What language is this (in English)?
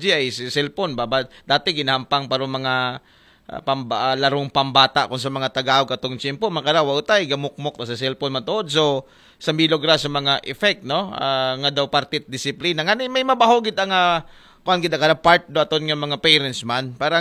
Aklanon